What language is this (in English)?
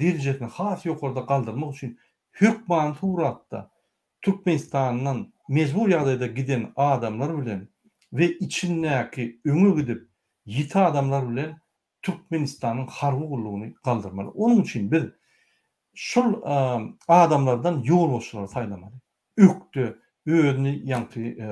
Turkmen